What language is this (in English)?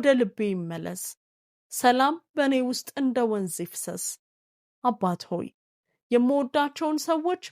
Amharic